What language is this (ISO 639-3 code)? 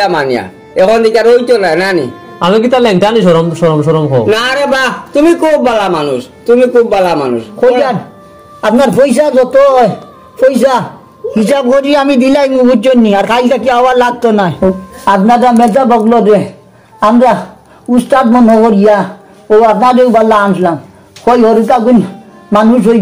syl